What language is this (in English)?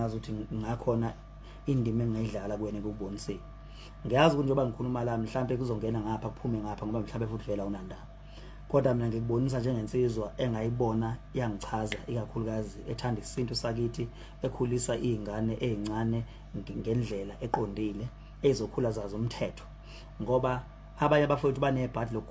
Zulu